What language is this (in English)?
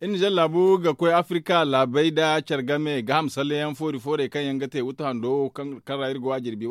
Zarma